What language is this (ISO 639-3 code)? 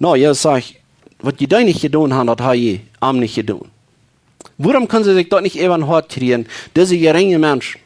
pdt